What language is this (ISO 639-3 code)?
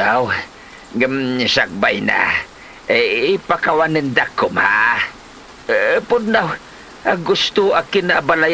ilo